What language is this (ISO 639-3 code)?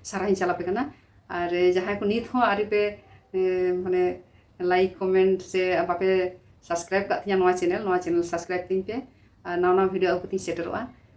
sat